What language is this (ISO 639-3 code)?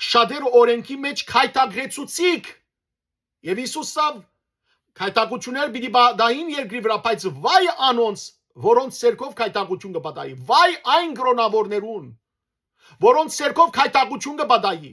hyw